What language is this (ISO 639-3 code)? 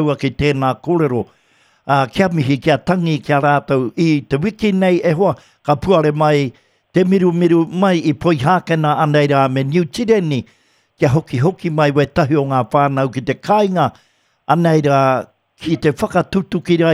mri